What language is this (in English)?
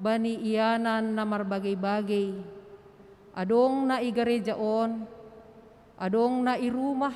Batak Simalungun